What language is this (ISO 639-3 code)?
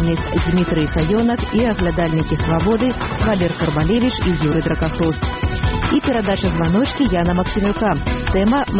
bel